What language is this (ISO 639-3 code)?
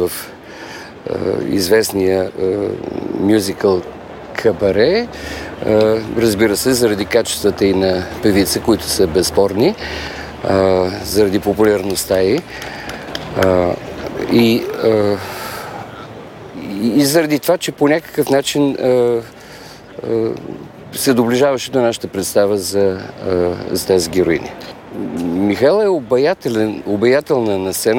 bul